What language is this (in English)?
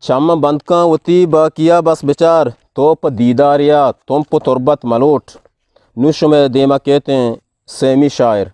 Eastern Balochi